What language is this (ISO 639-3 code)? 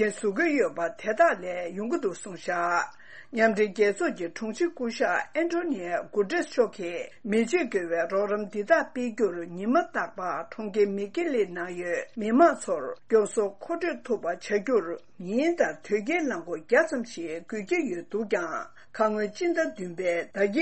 bod